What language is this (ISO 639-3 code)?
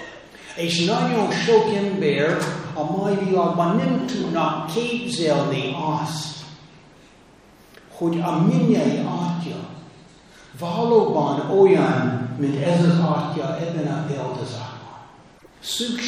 hun